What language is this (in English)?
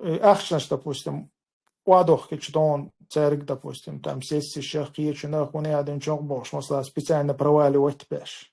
Chechen